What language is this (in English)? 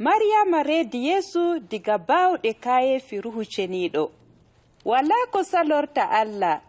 Adamawa Fulfulde